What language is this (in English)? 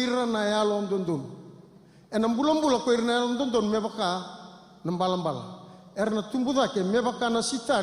Fijian